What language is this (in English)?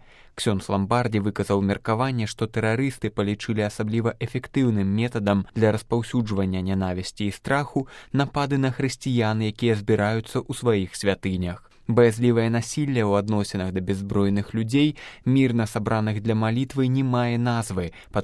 Belarusian